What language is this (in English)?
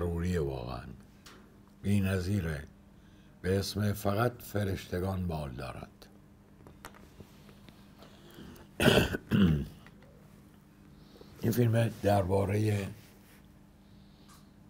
Persian